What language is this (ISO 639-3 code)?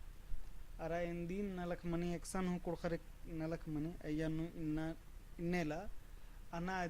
kru